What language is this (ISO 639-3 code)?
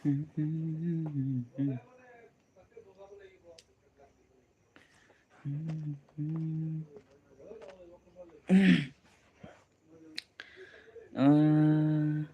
mjw